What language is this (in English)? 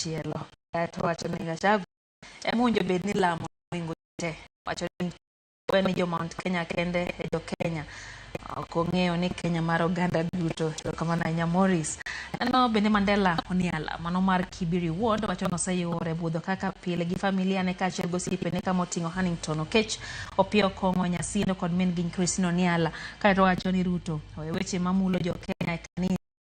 Luo (Kenya and Tanzania)